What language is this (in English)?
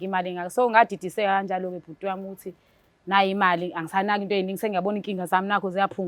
Zulu